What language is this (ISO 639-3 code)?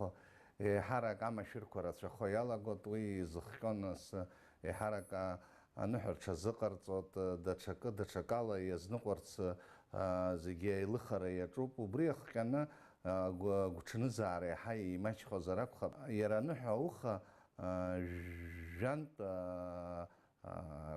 abk